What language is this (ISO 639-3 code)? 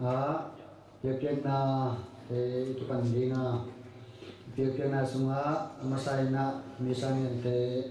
ctd